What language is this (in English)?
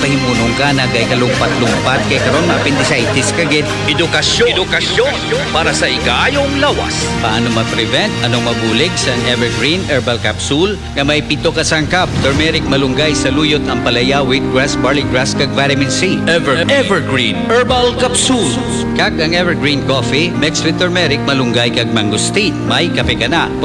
Hiligaynon